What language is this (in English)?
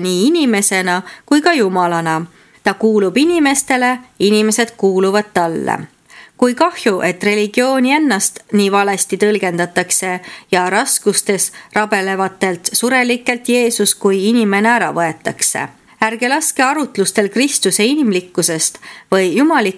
Estonian